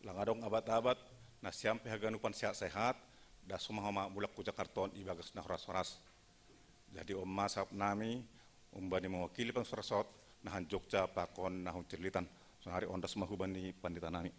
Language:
Batak Simalungun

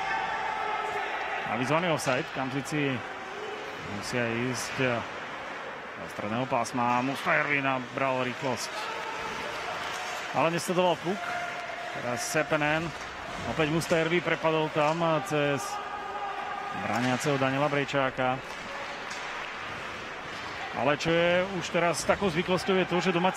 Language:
Slovak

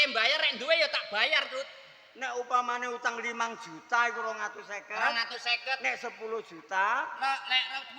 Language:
Javanese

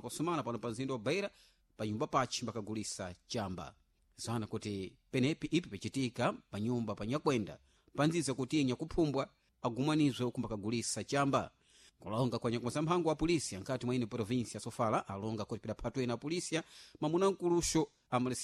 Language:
Sena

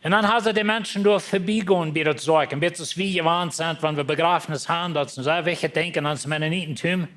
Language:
Plautdietsch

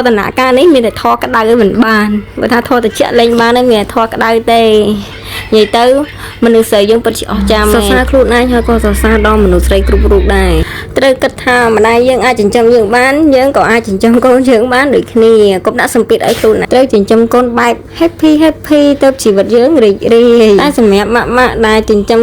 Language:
Khmer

